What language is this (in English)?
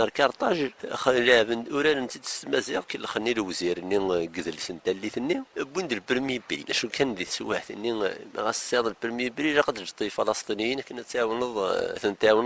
Kabyle